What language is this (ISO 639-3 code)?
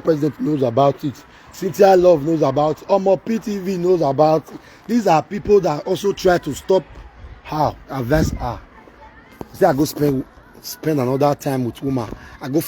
pcm